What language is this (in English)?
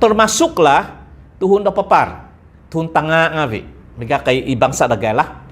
Central Dusun